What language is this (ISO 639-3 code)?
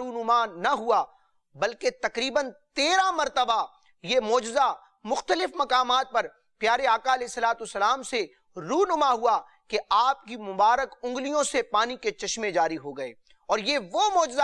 urd